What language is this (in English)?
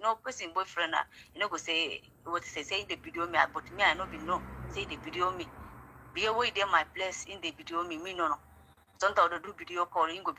Nigerian Pidgin